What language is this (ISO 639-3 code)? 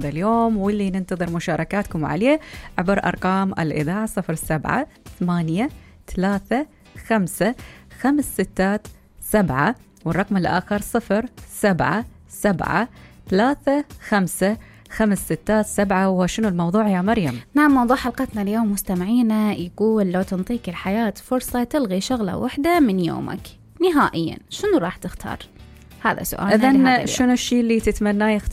acm